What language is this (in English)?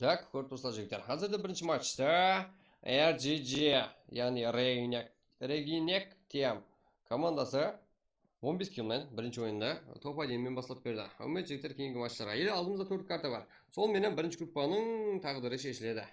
Kara-Kalpak